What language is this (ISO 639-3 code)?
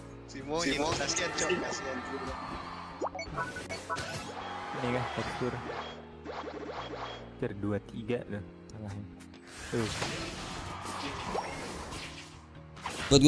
ind